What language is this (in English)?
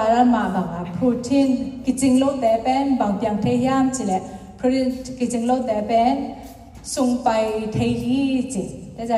Tedim Chin